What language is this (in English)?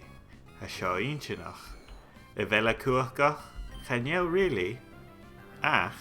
Scottish Gaelic